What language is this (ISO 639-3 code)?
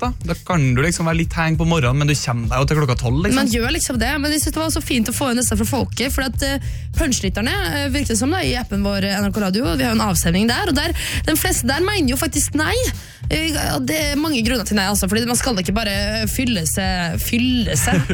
nor